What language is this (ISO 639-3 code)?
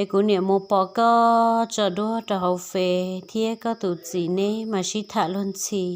hmn